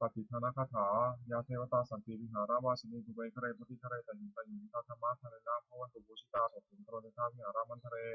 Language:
Pali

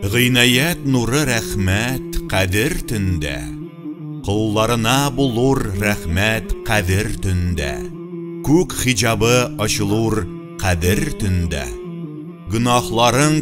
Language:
Tatar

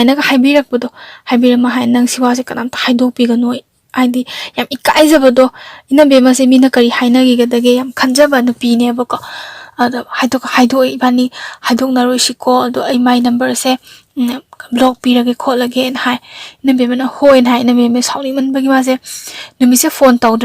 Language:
Manipuri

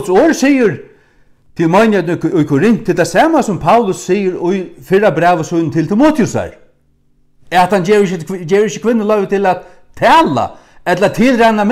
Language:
Faroese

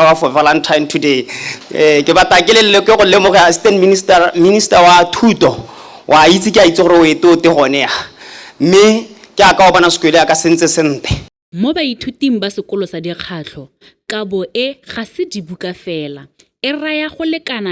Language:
Tswana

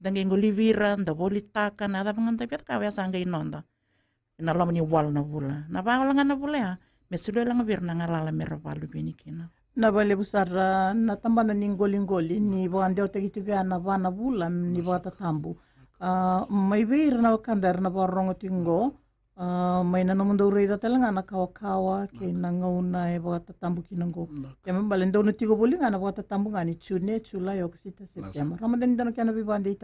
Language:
Fijian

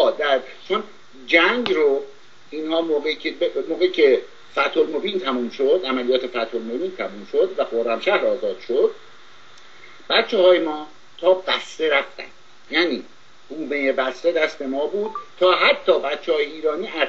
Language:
Persian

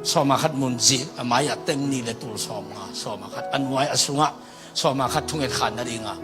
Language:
Tedim Chin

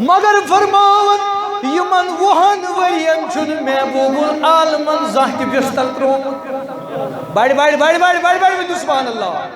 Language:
Kashmiri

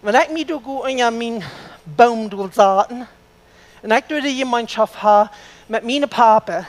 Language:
Plautdietsch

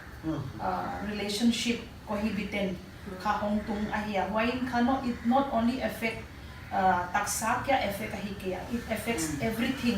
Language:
Paite Chin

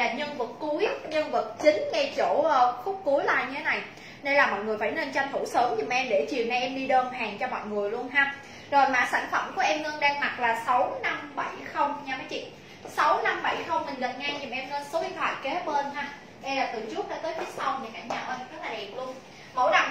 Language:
Vietnamese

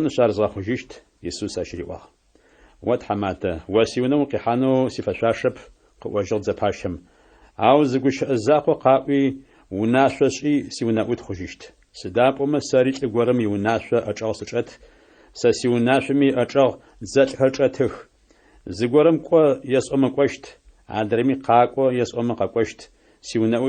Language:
Adyghe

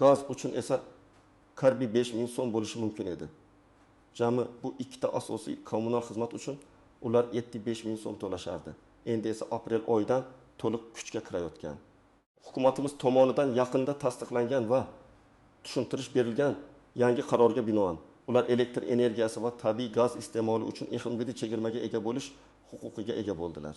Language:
Uzbek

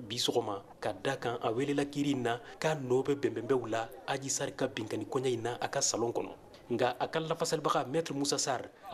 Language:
Bambara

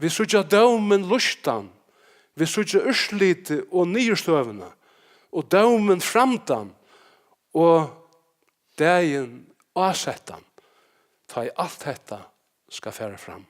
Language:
Faroese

